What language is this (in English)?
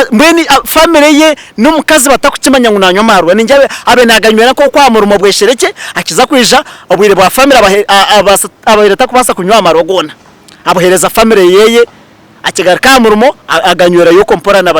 Nyankole